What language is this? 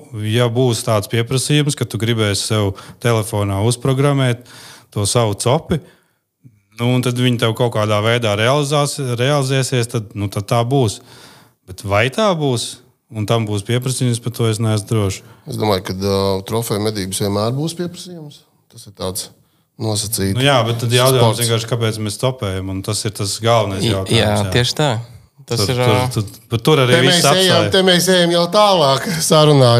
Latvian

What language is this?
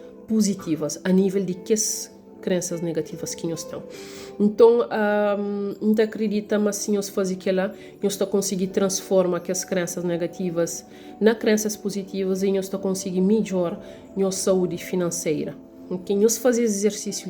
Kabuverdianu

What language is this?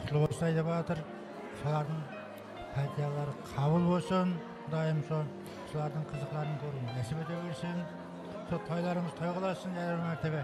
Kara-Kalpak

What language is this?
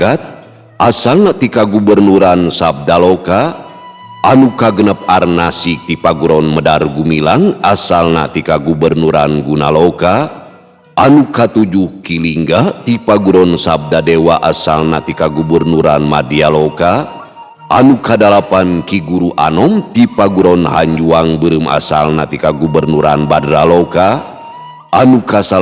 Sundanese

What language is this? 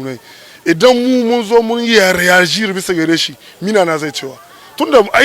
Hausa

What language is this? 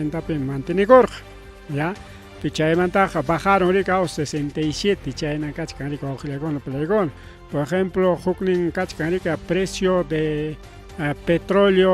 Ayacucho Quechua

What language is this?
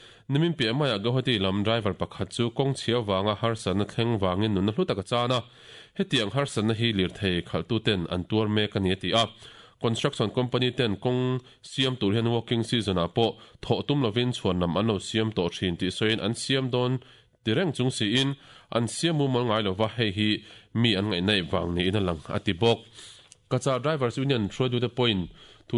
Mizo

